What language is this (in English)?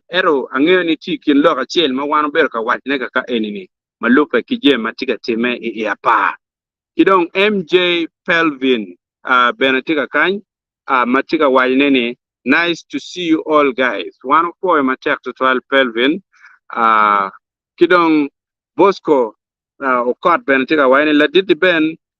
Acoli